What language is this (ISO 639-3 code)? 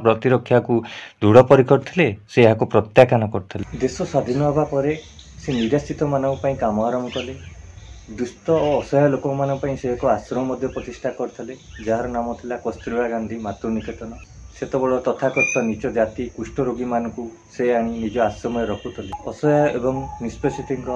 ori